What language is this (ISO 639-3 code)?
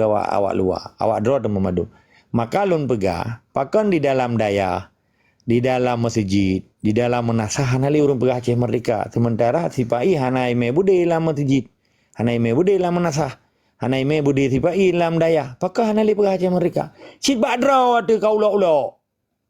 ace